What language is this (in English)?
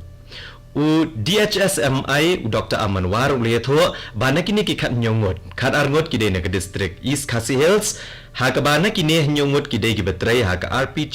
Khasi